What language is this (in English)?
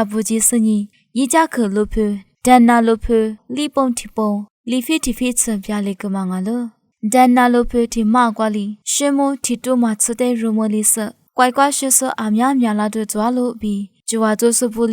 Lisu